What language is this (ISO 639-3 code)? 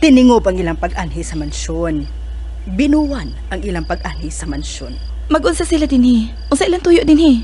ceb